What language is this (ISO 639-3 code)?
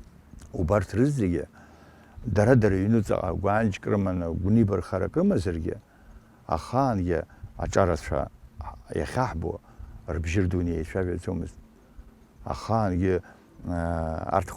abk